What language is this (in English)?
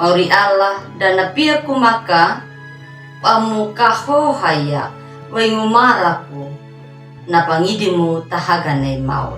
Anakalangu